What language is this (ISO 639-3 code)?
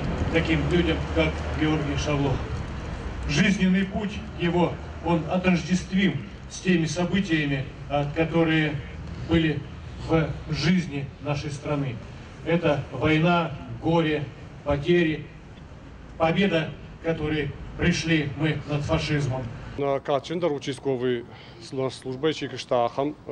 oss